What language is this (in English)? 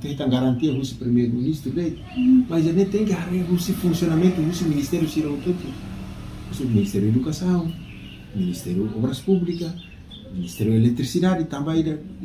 Tetum